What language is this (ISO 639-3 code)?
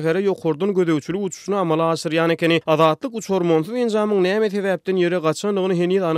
tuk